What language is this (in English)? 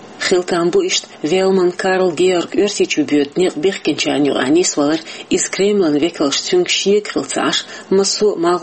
Chechen